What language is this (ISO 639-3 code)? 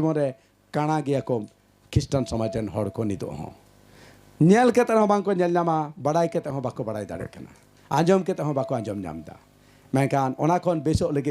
sat